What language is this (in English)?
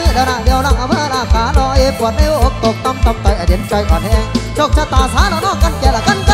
Thai